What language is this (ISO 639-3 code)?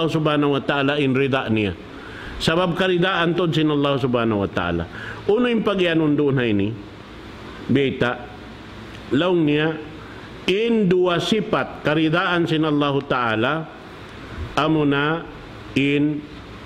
tsg